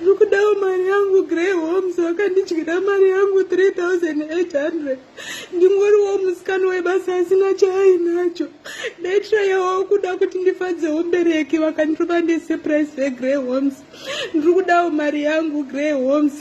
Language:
Shona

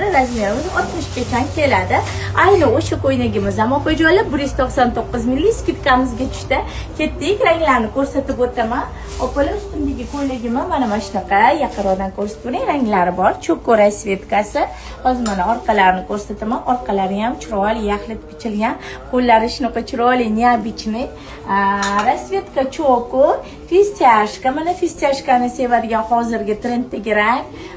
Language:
Uzbek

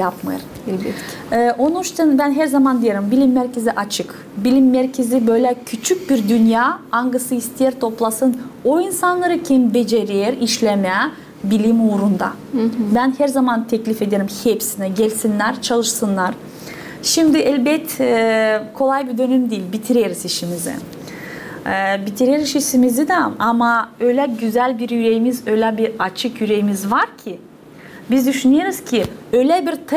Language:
Gagauz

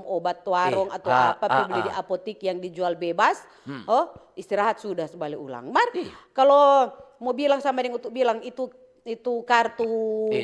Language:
Manado Malay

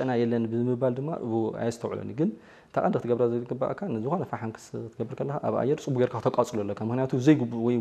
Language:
Tigrinya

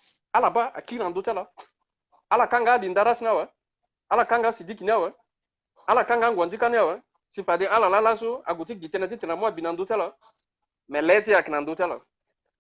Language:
Sango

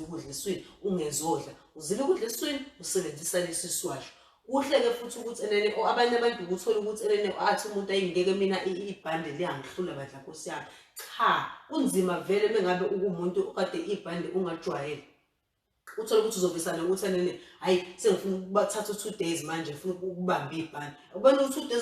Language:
Zulu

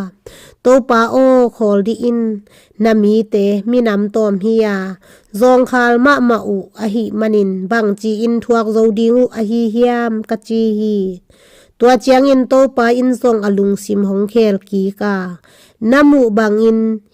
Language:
Tedim Chin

